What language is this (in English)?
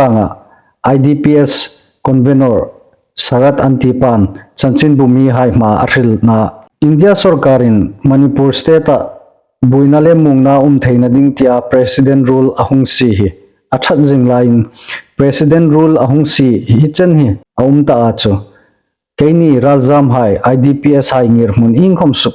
Hmar